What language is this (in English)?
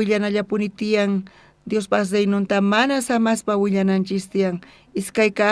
South Bolivian Quechua